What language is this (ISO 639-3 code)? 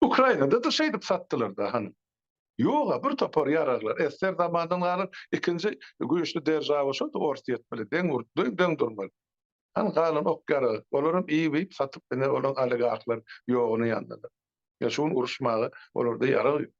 tuk